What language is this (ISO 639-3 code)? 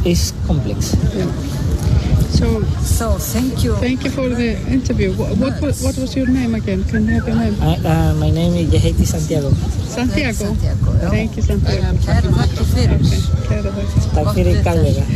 isl